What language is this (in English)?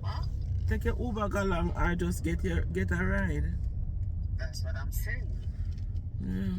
Jamaican Creole English